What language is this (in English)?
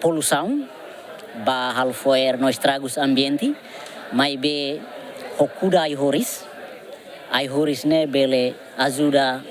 Tetum